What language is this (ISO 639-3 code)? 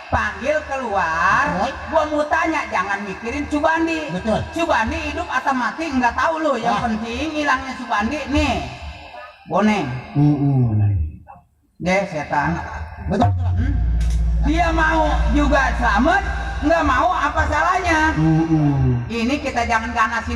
bew